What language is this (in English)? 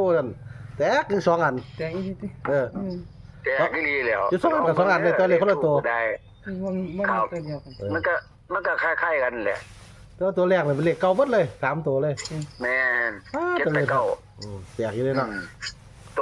Northeastern Thai